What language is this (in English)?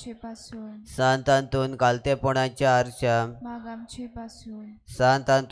Konkani